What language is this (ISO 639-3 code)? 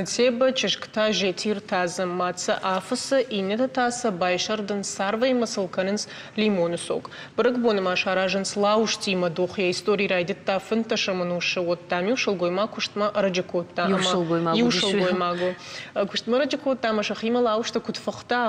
oss